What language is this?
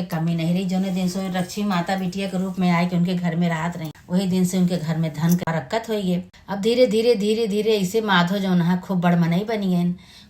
Awadhi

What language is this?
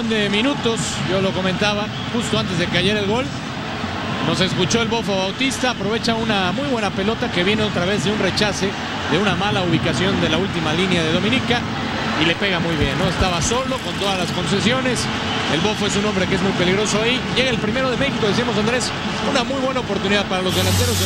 Spanish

